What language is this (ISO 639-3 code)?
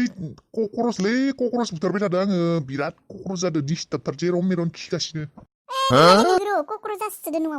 brx